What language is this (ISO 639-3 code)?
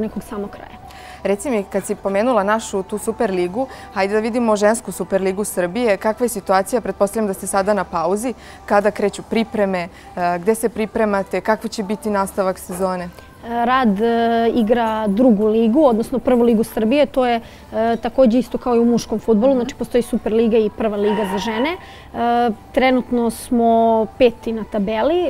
srp